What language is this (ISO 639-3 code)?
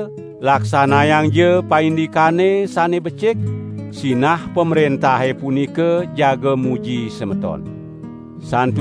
ban